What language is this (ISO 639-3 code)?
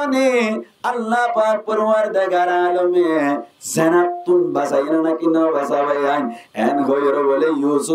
rhg